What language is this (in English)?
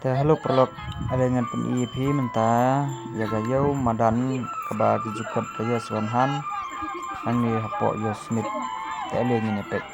Khasi